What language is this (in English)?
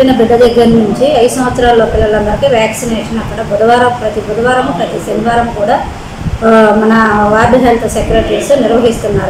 Telugu